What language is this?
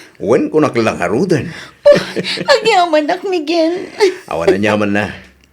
Iloko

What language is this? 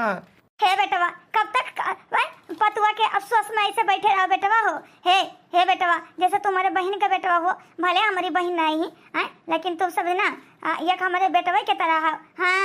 Awadhi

